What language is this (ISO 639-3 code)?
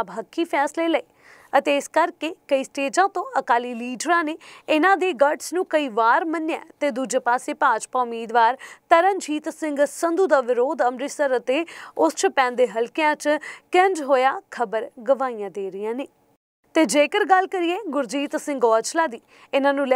pan